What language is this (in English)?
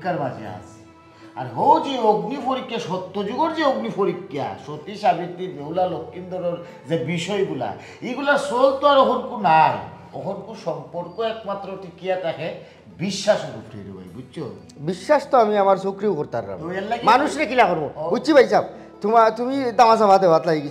Sylheti